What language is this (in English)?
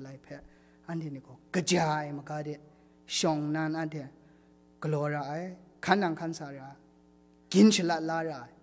Kachin